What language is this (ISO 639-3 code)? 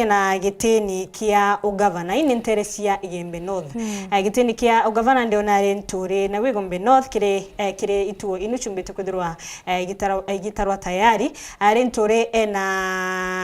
mer